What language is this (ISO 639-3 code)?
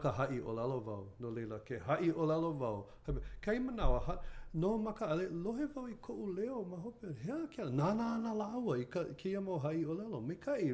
haw